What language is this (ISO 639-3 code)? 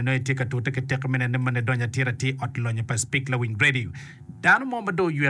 ach